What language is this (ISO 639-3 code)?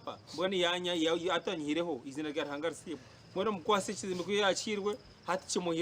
nyn